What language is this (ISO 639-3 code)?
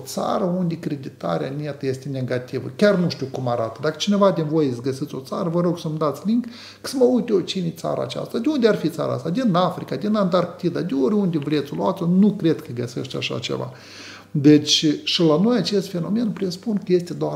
ron